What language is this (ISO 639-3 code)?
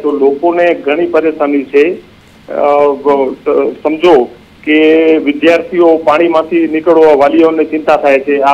guj